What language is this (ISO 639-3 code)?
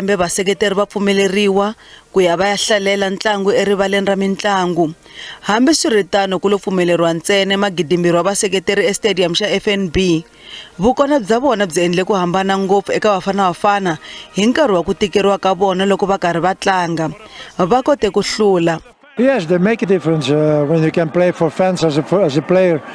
tso